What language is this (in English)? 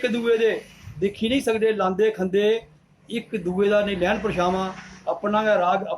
Dogri